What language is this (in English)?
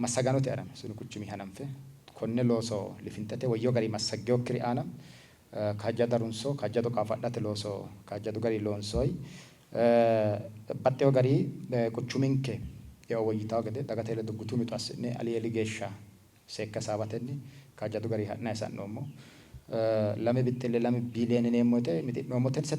Sidamo